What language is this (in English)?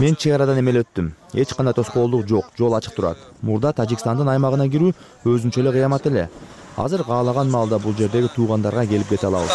Kyrgyz